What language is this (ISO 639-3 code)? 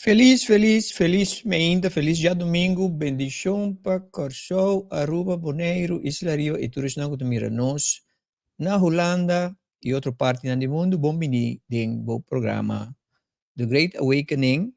pap